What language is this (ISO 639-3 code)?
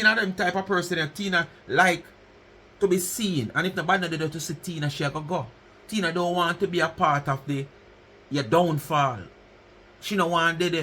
jam